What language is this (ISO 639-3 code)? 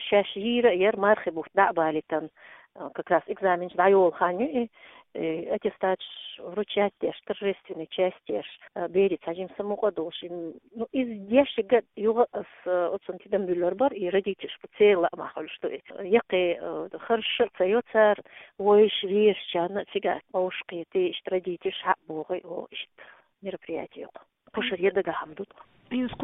che